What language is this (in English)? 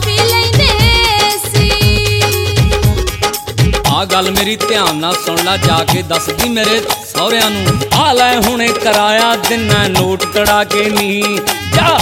Punjabi